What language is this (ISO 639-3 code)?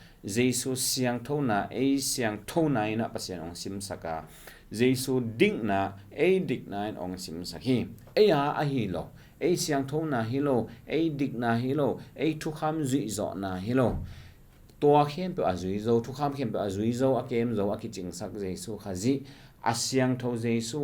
ctd